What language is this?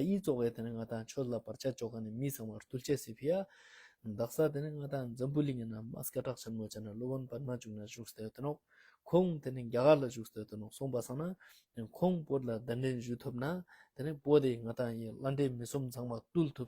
Ladakhi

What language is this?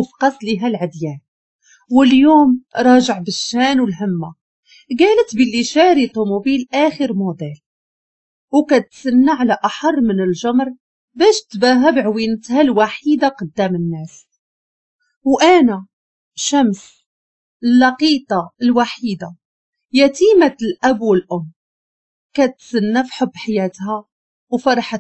Moroccan Arabic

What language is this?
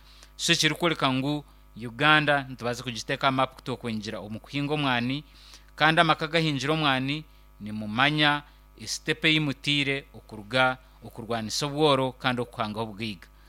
Nyankole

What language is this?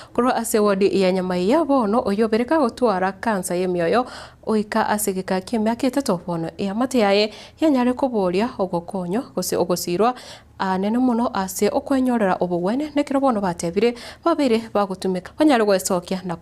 Gusii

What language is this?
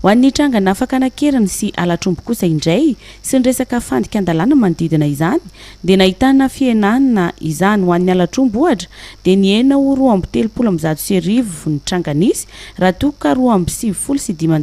Malagasy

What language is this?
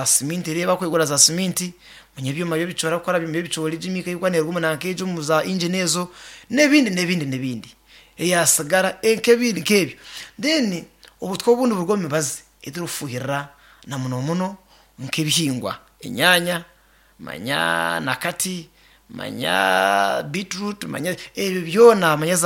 Nyankole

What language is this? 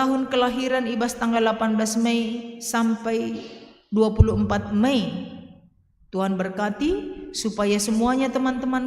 Batak Karo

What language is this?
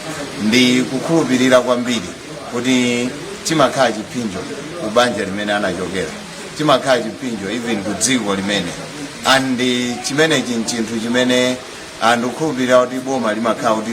Nyanja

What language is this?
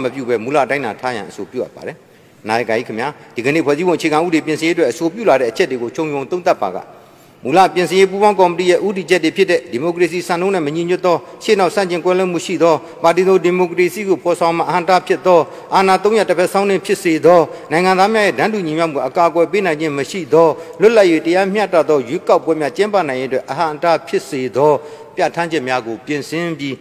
Burmese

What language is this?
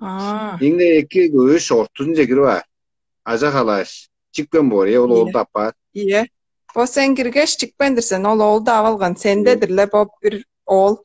Tuvinian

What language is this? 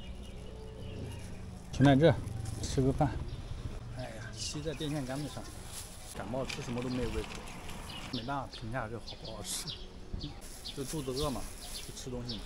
Chinese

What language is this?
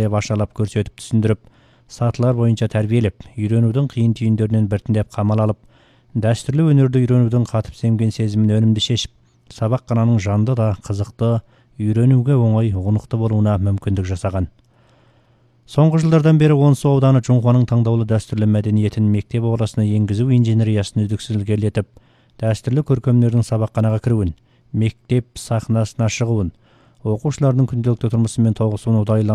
Kazakh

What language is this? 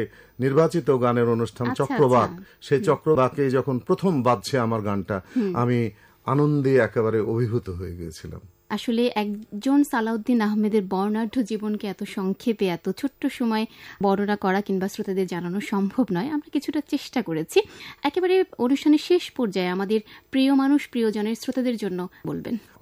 Bangla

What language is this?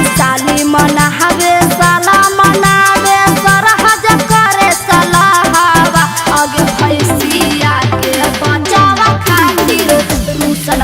Magahi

